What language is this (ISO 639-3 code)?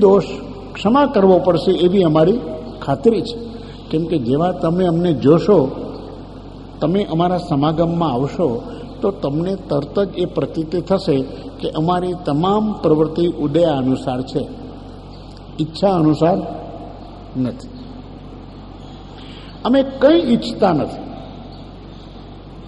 guj